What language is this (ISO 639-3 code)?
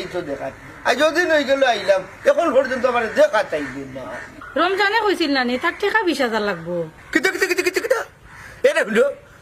syl